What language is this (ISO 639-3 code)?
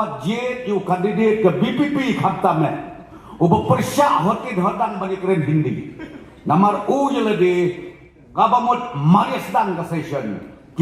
kha